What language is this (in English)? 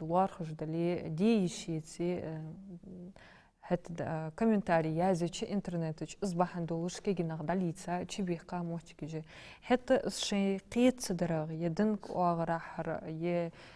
Ingush